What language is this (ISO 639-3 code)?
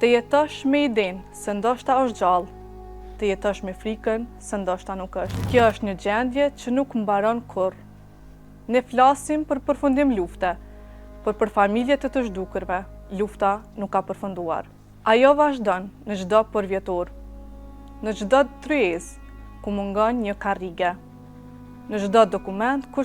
sqi